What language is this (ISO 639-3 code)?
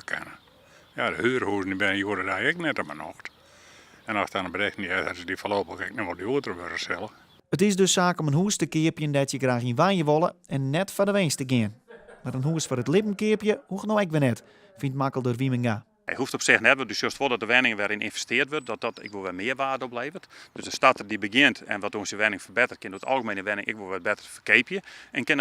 fry